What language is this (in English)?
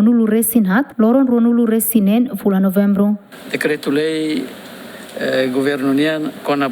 Tetum